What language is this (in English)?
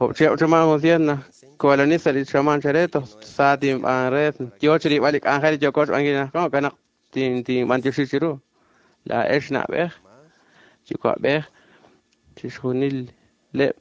Kekchí